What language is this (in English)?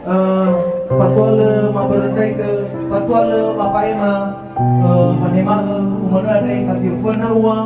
Nias